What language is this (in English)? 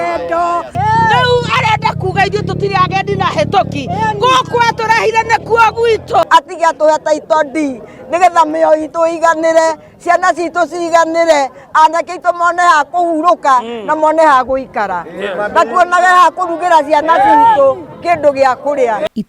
Kikuyu